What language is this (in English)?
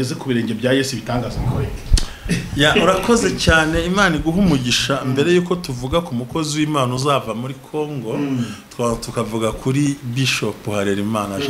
Kinyarwanda